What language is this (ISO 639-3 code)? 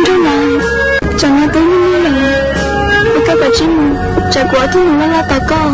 hmn